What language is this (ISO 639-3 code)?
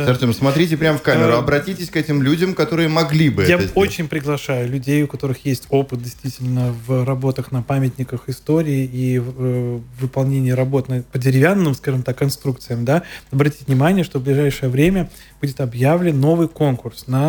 rus